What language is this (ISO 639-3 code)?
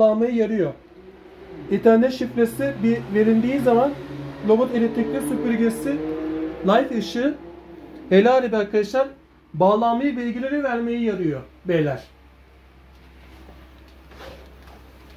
tur